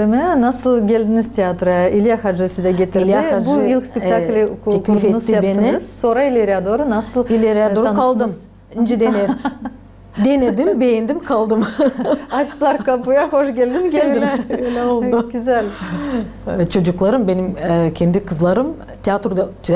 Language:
Gagauz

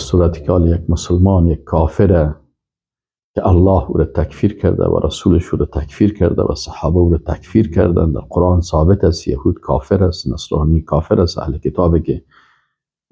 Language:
Persian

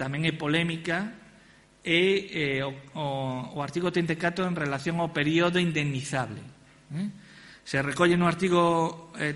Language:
Galician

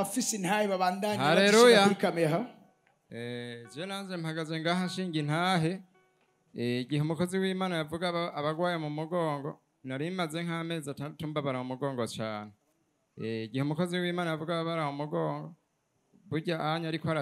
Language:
Rundi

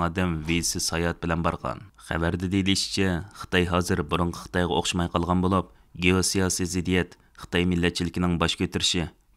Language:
Uyghur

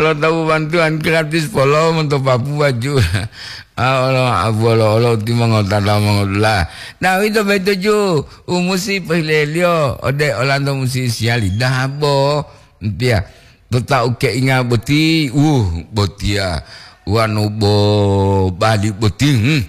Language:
Gorontalo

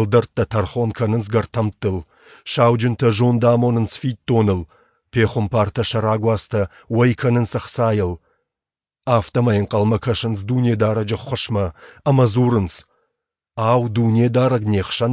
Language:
Ossetic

